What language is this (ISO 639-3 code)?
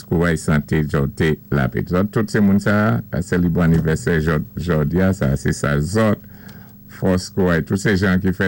acf